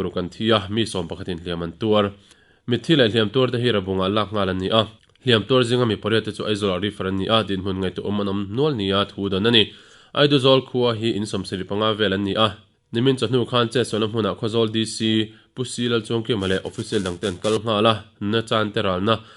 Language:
Mizo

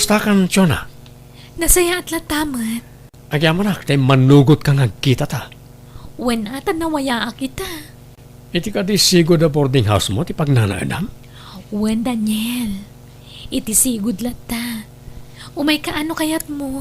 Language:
Iloko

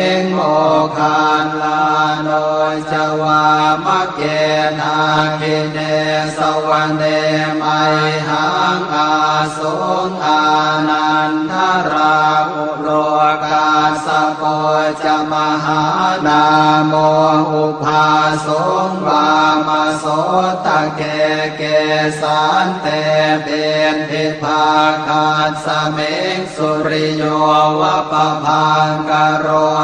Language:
Pali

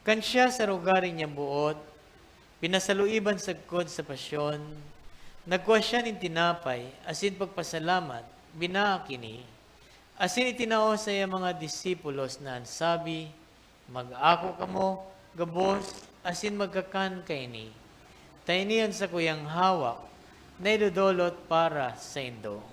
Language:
Bikol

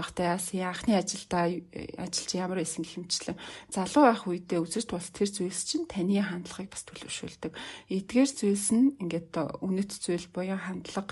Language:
Mongolian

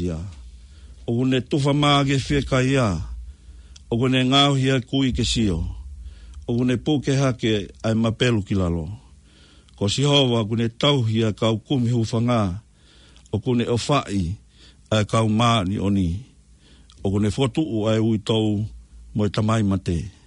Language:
Tongan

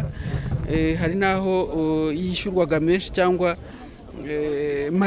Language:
Kinyarwanda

